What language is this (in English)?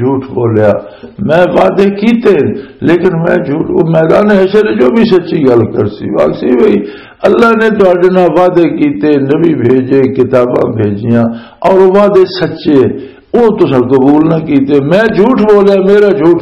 Western Panjabi